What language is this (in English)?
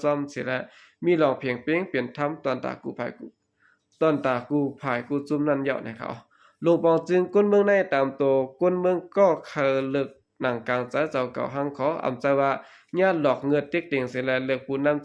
Shan